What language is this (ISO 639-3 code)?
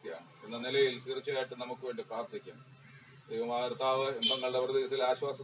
mal